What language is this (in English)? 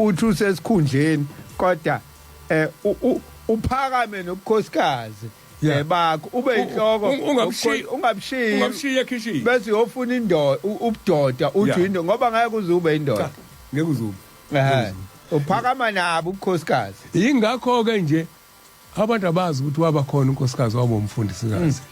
Zulu